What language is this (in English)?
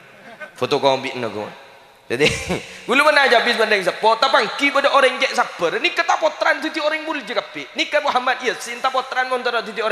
Madurese